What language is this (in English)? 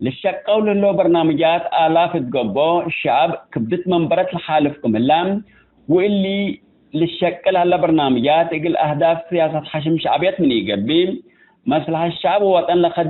Tigre